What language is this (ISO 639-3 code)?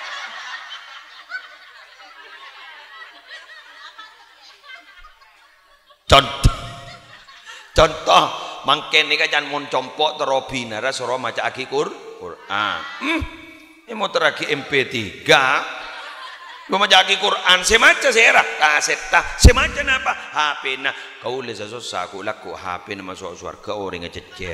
mad